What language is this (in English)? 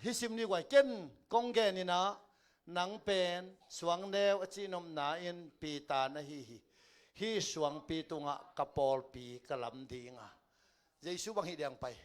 Tedim Chin